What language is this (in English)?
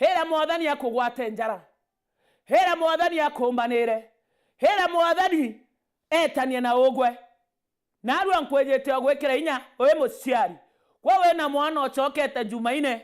Meru